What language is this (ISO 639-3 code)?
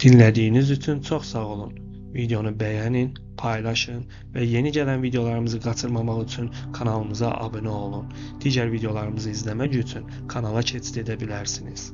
aze